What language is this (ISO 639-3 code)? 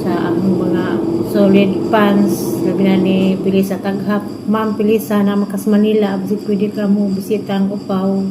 ceb